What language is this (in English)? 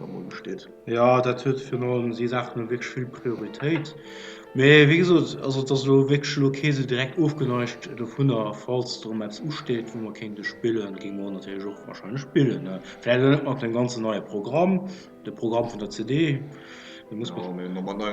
Luxembourgish